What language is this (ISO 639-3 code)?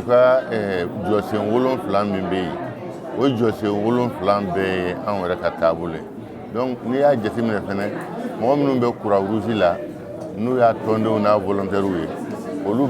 bam